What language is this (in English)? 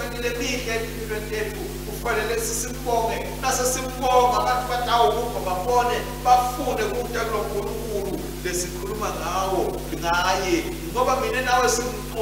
Swati